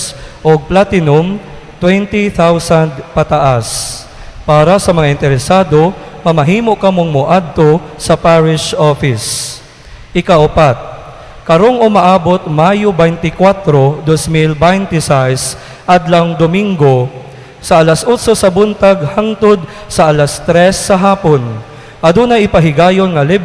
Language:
Cebuano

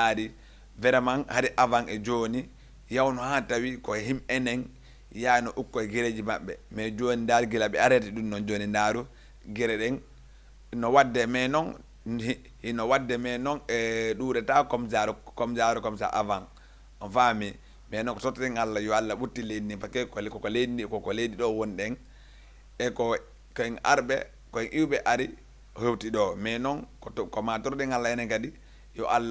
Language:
Fula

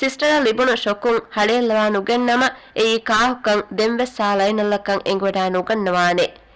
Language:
Divehi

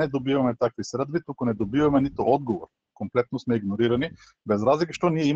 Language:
Macedonian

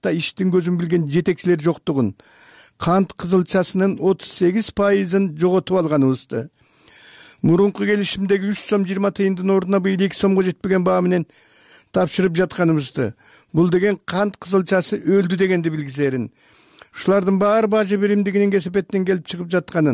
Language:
Kyrgyz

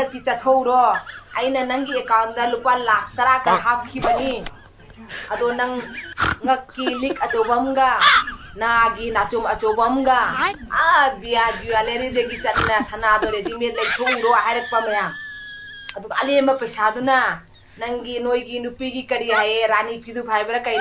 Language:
Manipuri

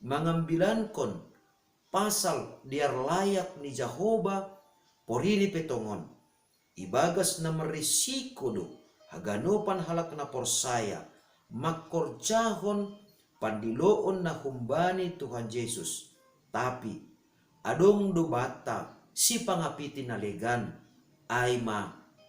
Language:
Batak Simalungun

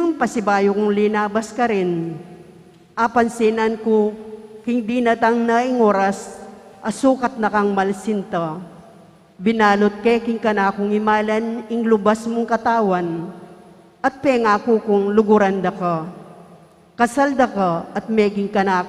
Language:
Pampanga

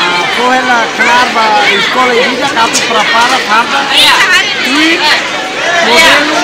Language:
Tetum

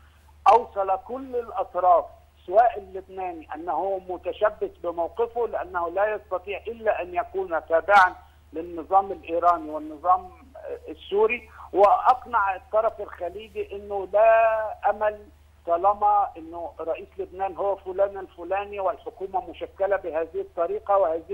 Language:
Egyptian Arabic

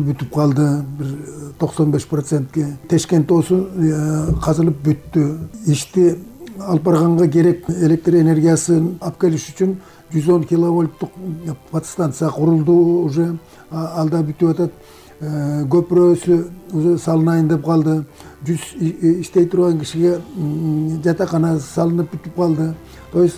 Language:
Kyrgyz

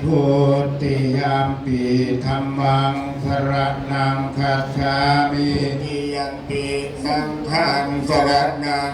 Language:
Pali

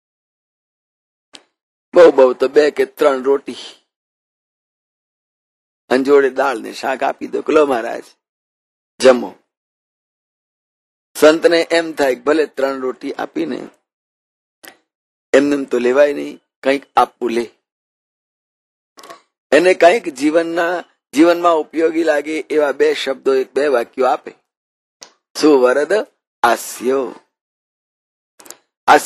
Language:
Gujarati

